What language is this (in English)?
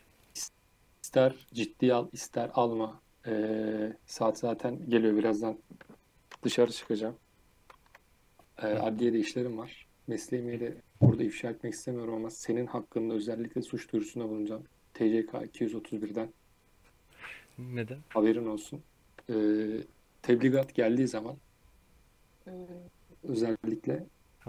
Turkish